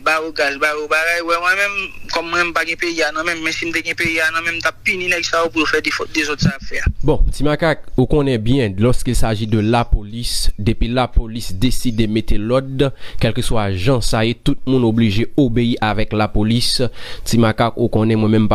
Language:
Haitian Creole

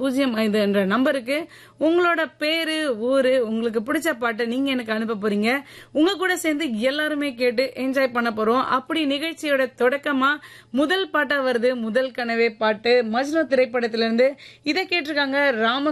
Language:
Tamil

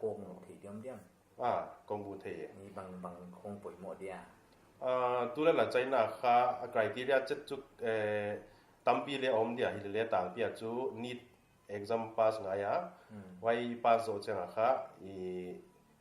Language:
Paite Chin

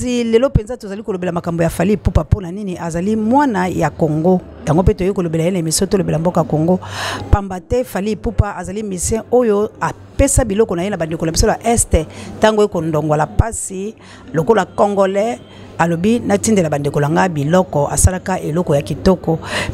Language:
Lingala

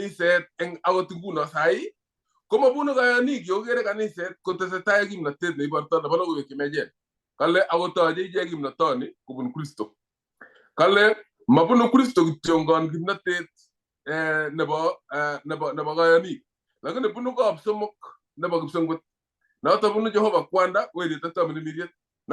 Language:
Kalenjin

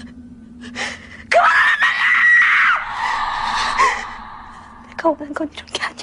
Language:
Korean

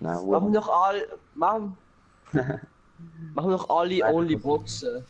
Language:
Swiss German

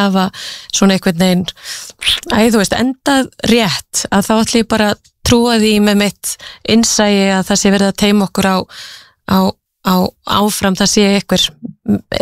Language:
Icelandic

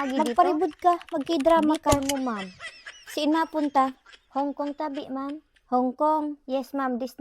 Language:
Bikol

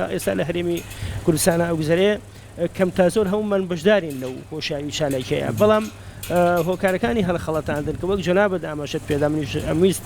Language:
Central Kurdish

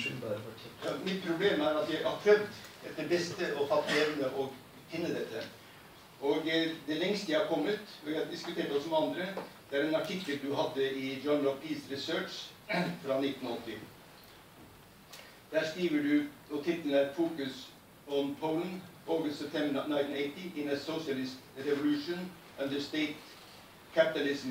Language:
Norwegian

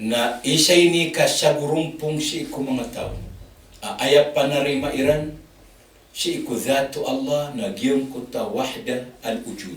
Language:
Maranao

